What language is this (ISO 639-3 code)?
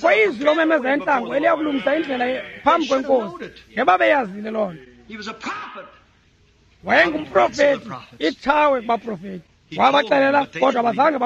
xho